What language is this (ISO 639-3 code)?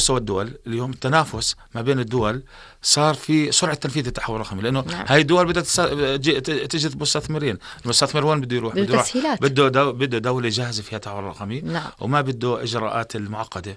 apc